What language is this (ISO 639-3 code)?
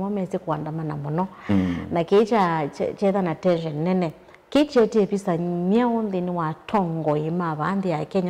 kam